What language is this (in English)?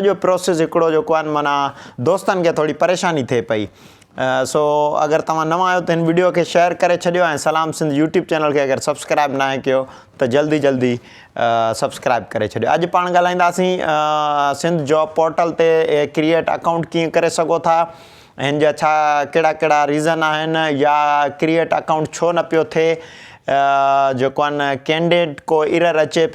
Sindhi